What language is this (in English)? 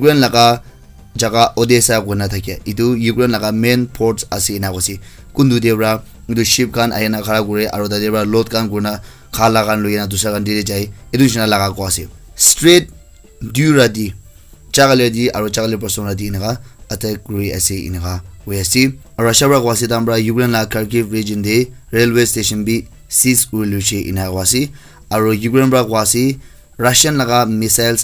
Naga Pidgin